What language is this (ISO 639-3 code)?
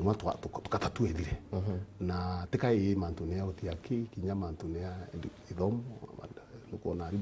mer